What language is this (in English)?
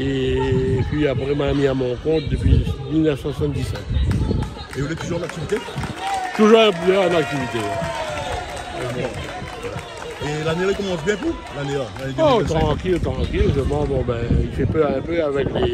Réunion Creole French